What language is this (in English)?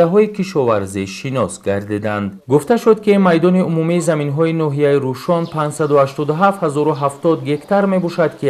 Tajik